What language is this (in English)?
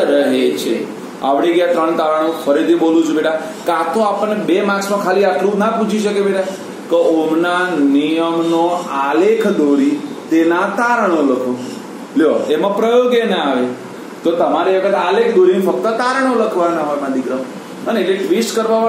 Gujarati